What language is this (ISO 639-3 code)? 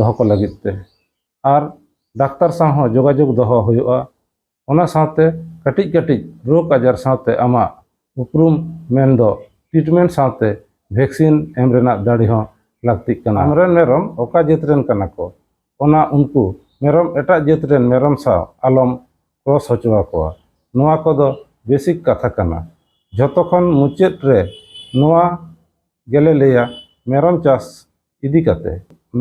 sat